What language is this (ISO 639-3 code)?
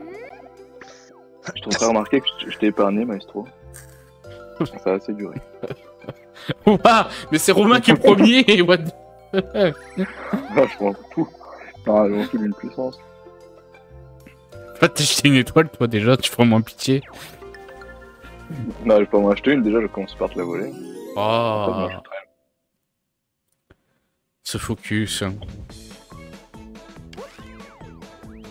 fra